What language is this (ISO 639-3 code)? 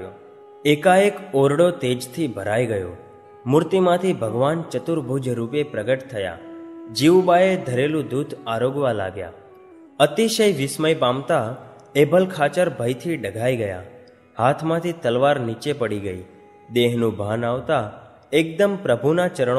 guj